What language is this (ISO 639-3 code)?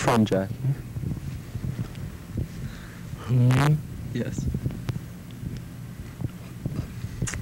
eng